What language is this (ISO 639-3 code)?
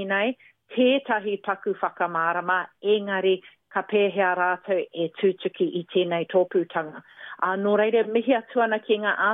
mri